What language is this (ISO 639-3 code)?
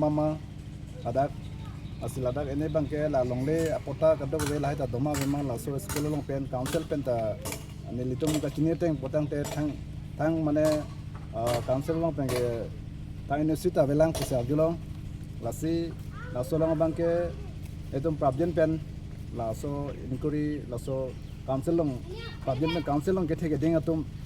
mjw